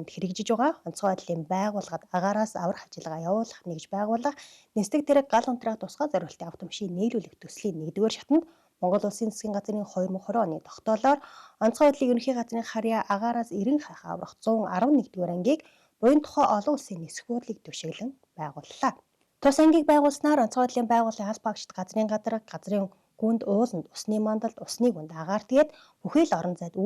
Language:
Mongolian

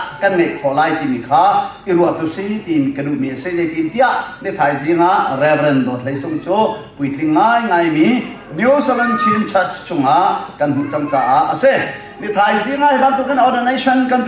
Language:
Hakha Chin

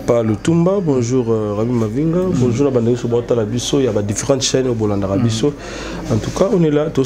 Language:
Lingala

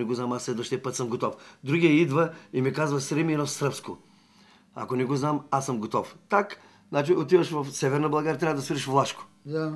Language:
Bulgarian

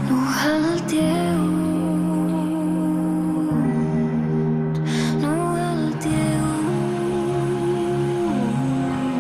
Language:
Icelandic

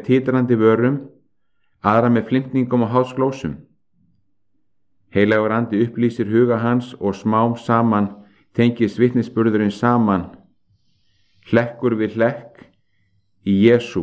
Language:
Icelandic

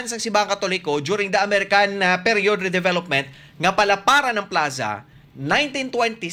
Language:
Hiligaynon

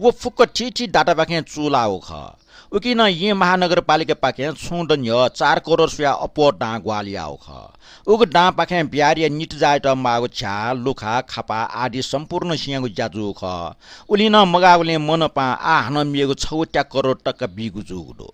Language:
Newari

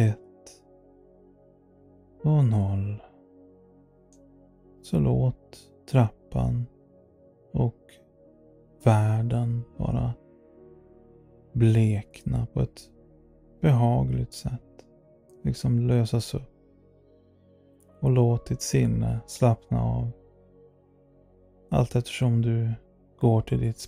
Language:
Swedish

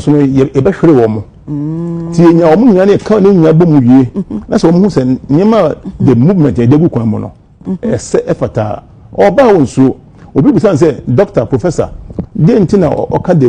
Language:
Akan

